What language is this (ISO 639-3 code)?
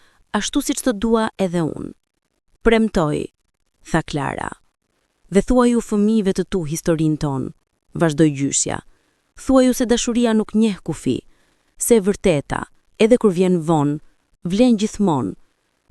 sqi